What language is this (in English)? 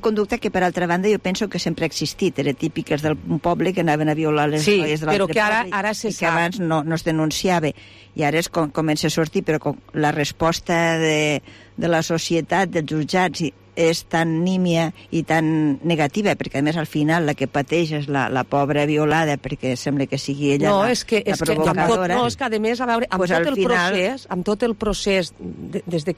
Catalan